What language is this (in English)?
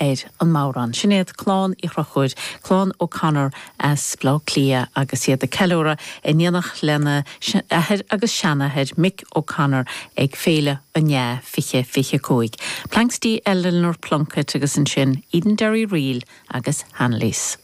Irish